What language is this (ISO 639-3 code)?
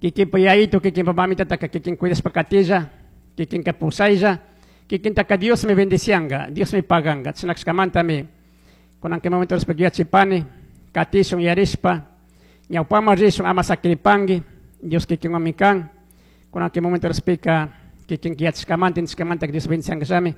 qug